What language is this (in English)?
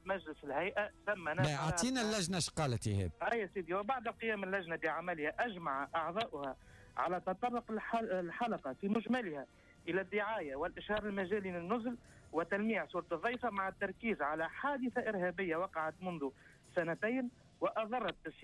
Tunisian Arabic